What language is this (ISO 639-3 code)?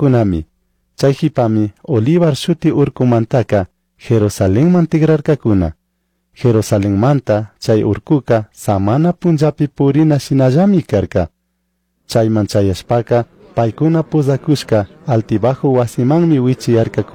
qug